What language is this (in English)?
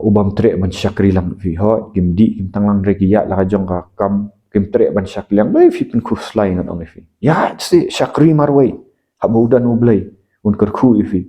Khasi